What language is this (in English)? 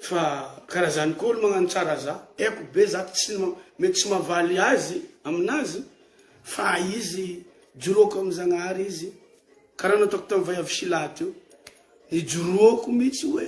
Malagasy